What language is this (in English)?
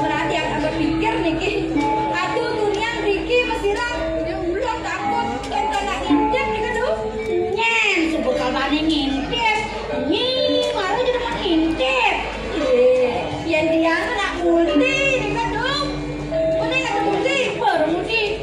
Balinese